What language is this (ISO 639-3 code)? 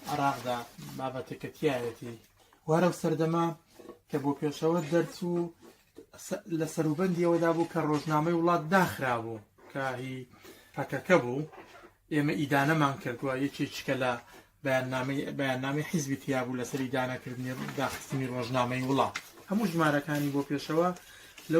ckb